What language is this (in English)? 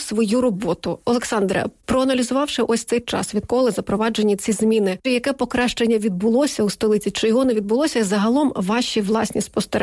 Ukrainian